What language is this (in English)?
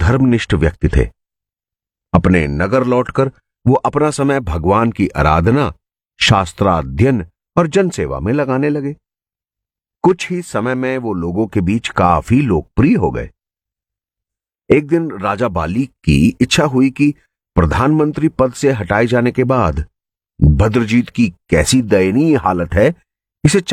Hindi